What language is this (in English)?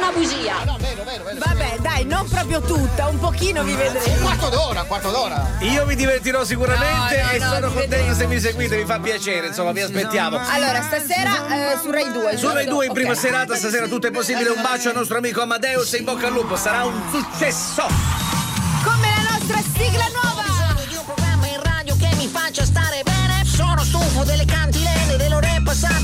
Italian